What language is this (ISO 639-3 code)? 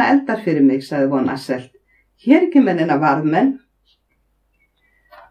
isl